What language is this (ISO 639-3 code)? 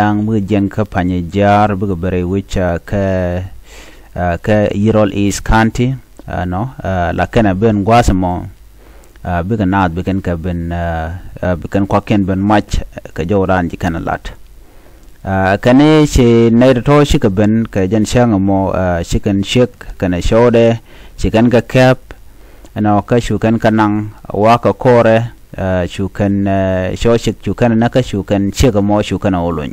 nus